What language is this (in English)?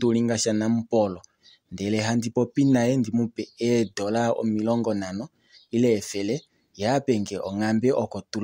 Kuanyama